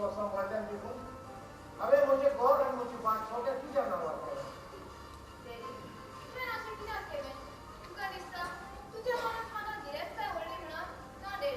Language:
Konkani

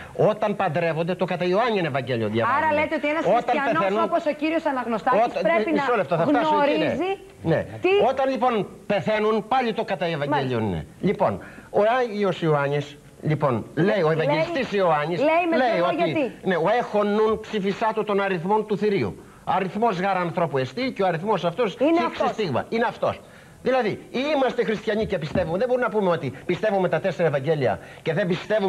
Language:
Greek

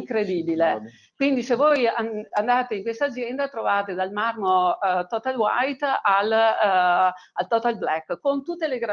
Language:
Italian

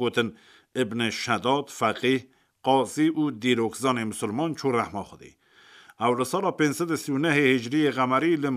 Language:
Kurdish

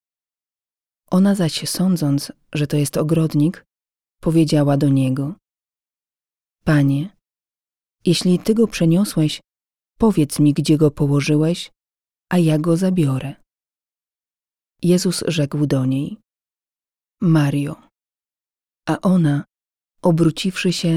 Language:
Polish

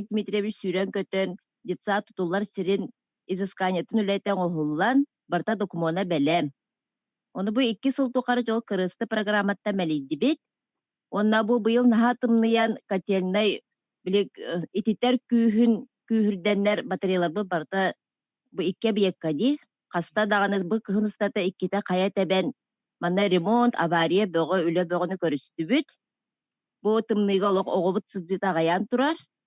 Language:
Yakut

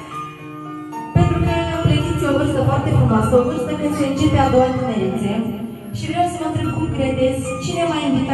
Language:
Romanian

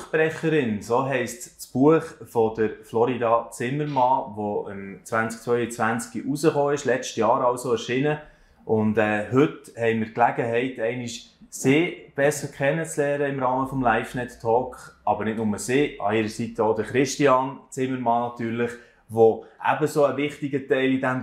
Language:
Swiss German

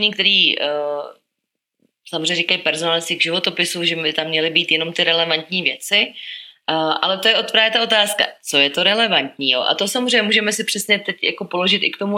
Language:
Czech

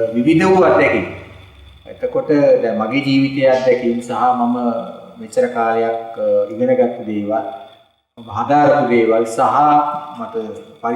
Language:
Sinhala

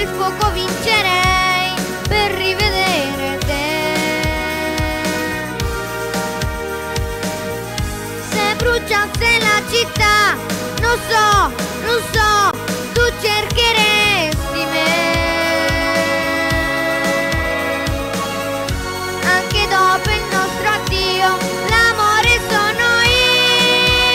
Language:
Italian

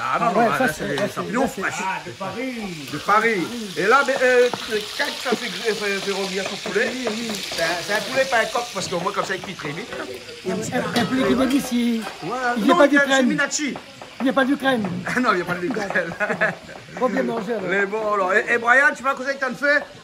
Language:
Réunion Creole French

